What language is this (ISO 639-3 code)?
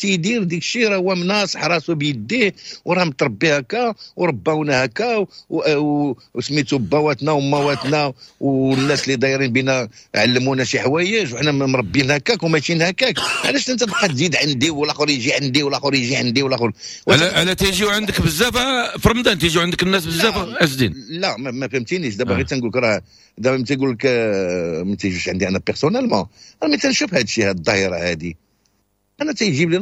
ary